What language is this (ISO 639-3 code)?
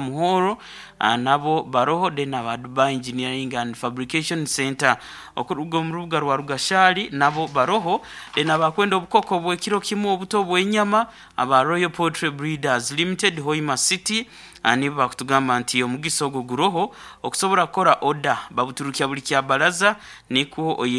nyo